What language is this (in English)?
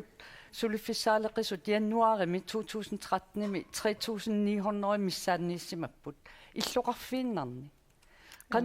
Kalaallisut